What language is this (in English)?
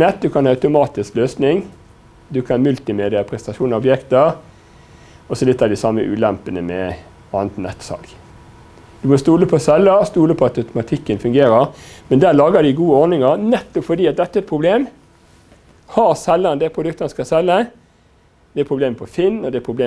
Norwegian